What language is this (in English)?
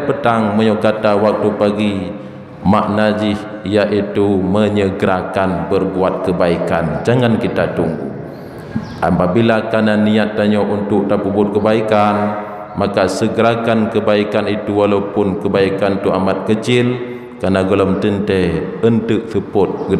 Achinese